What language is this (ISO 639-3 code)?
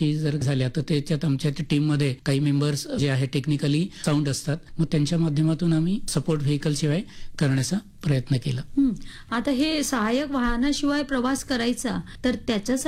mar